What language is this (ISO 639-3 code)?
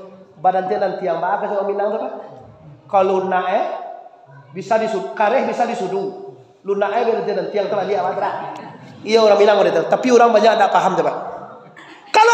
min